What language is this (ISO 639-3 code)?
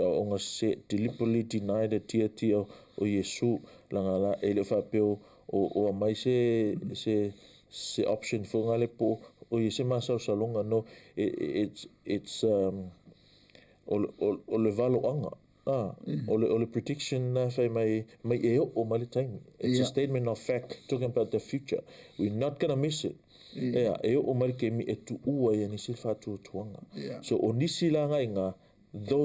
smo